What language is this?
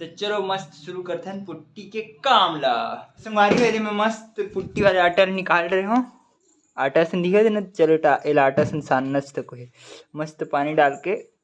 Chhattisgarhi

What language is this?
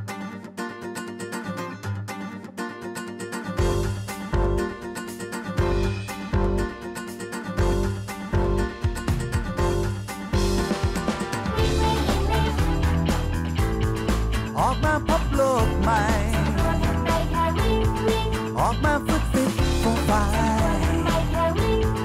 Thai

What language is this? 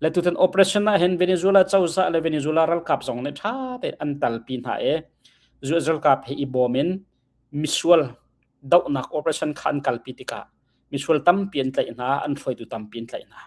Hakha Chin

